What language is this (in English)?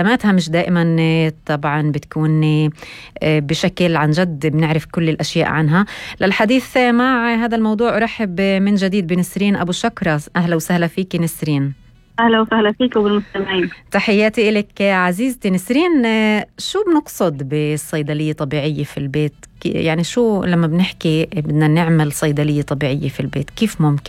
North Levantine Arabic